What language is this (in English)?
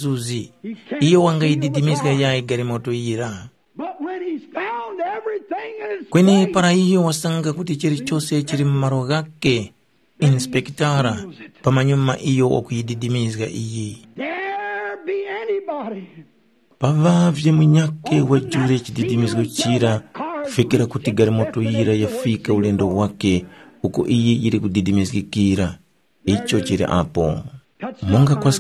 Tumbuka